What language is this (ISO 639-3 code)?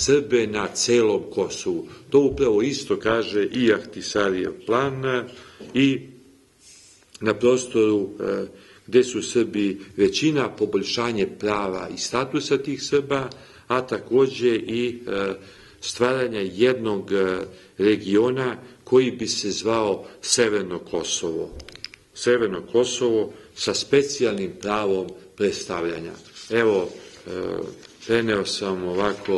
srp